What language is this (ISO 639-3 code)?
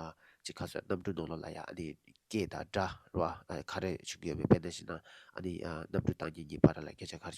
bod